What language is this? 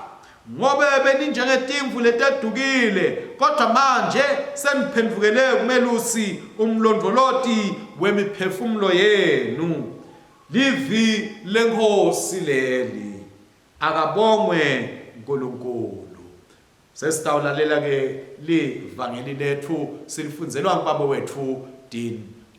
Swati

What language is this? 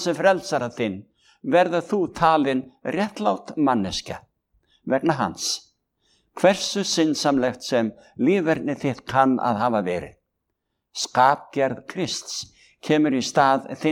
Icelandic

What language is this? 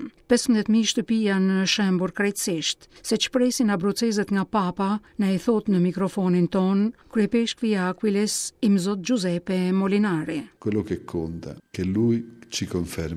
Albanian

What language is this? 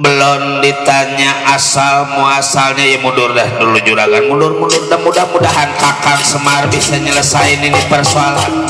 Betawi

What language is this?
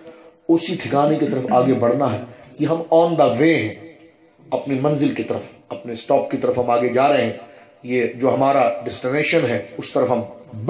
Urdu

